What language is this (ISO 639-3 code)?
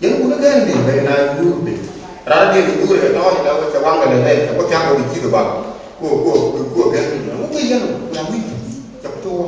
nus